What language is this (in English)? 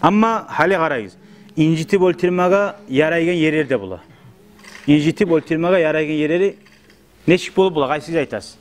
Kumyk